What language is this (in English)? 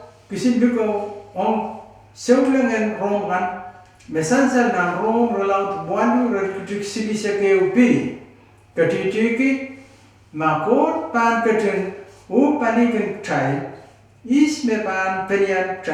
Pohnpeian